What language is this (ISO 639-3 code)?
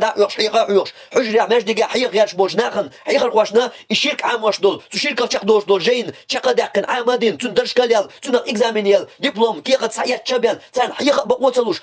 che